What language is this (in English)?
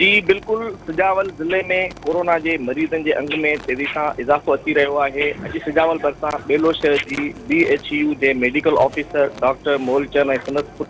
Sindhi